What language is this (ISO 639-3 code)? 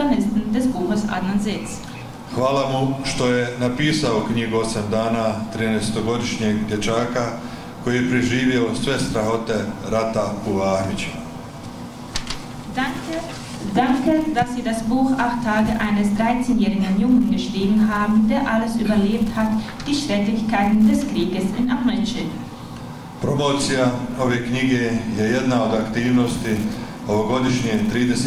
bos